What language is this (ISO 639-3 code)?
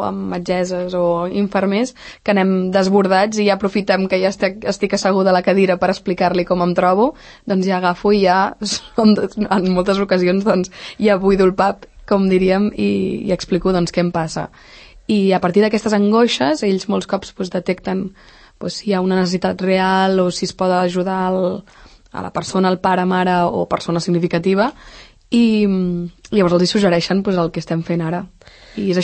cat